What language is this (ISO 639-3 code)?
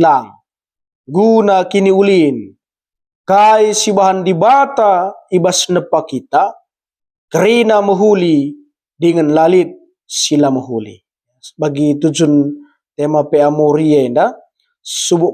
btx